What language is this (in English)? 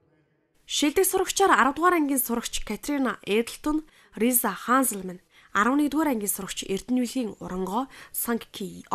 Mongolian